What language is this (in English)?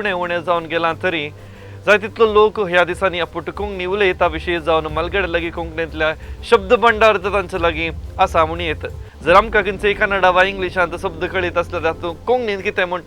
Konkani